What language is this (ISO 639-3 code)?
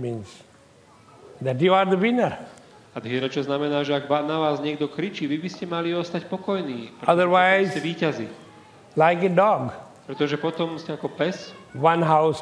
slk